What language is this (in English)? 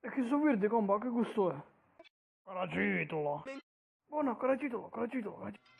Sicilian